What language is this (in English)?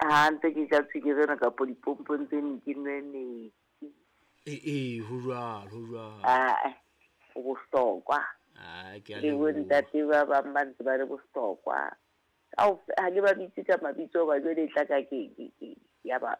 Southern Sotho